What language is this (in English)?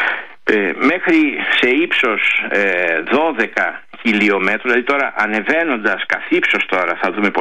Greek